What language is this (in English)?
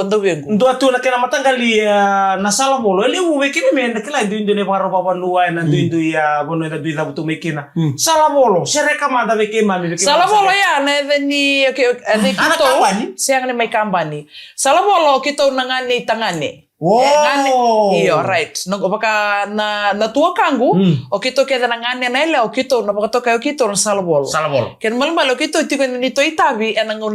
Fijian